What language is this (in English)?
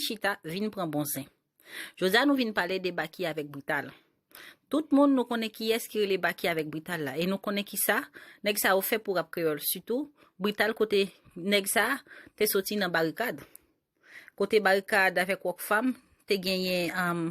Haitian Creole